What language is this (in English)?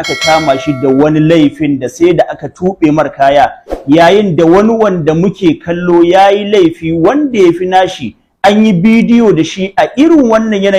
Hausa